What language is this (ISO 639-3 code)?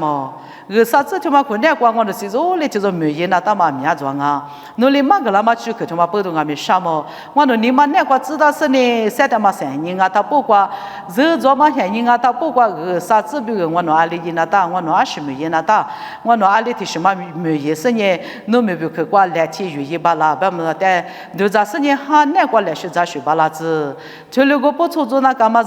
lis